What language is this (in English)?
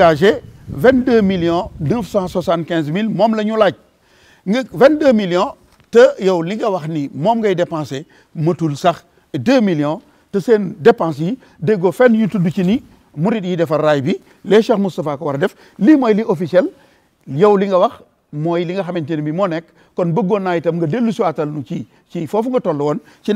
Wolof